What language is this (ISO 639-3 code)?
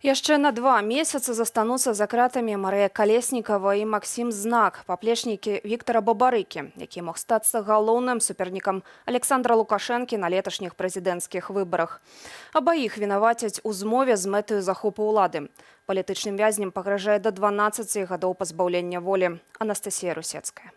bel